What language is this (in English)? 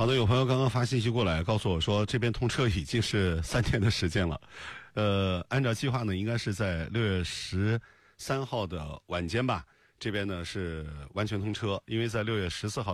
Chinese